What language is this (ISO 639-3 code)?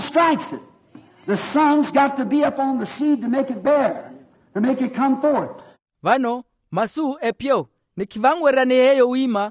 vmw